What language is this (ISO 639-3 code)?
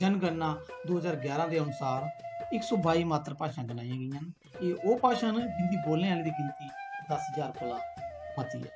doi